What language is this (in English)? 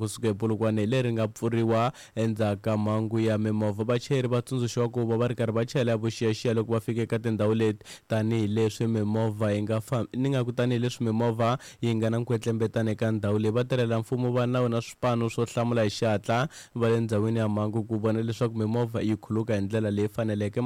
Tsonga